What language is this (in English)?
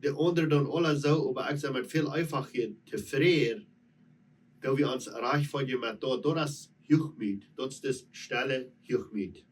Plautdietsch